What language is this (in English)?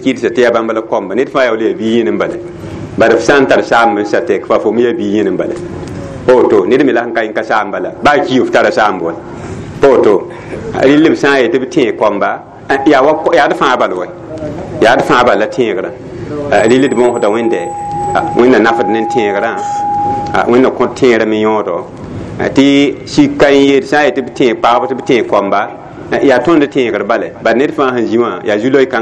Mossi